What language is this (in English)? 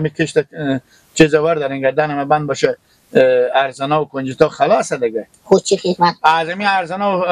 Persian